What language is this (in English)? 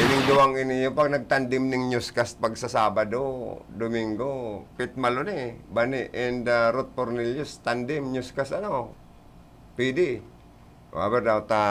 Bikol